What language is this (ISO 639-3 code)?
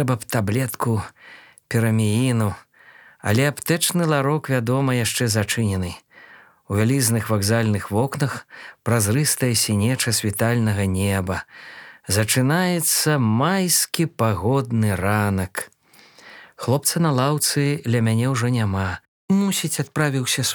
bel